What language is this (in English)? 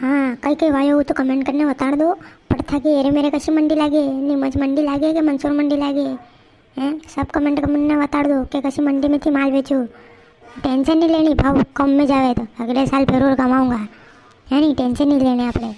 Rajasthani